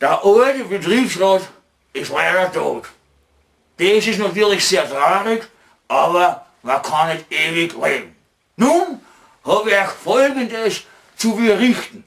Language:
Bavarian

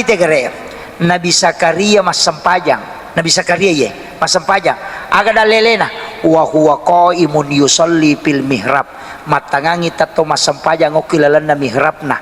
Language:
Buginese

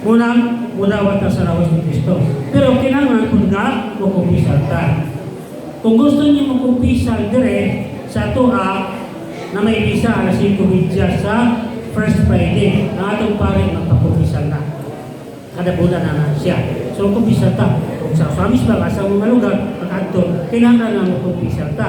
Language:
Cebuano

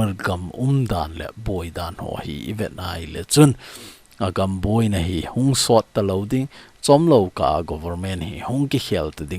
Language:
Thado Chin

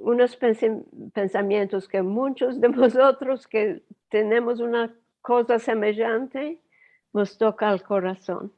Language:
Ladino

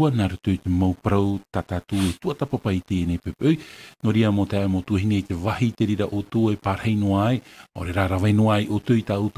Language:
Tahitian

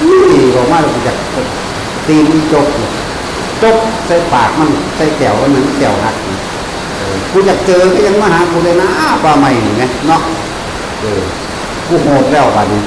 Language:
Northeastern Thai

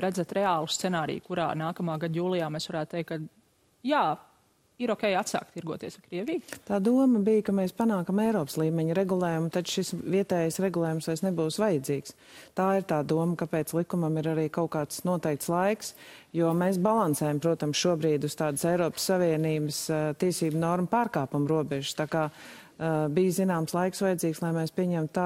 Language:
Latvian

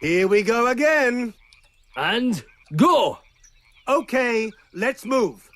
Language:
Bavarian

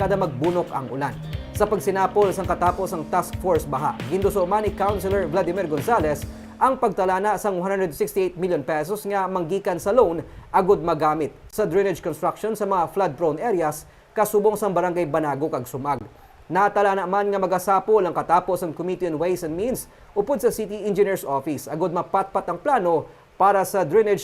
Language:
Hiligaynon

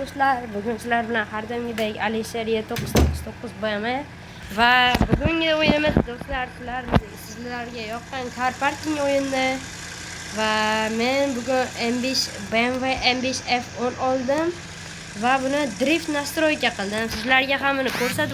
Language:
Uzbek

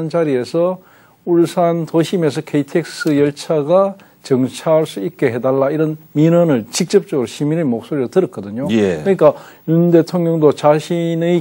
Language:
Korean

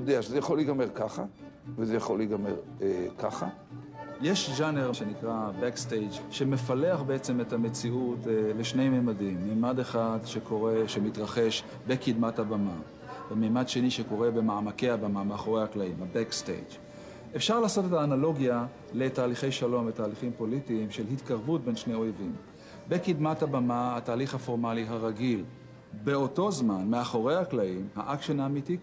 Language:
Hebrew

